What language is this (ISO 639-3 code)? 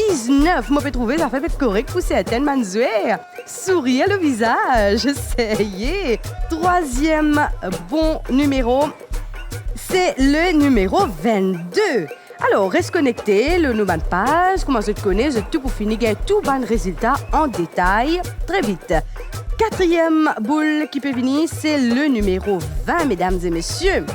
mfe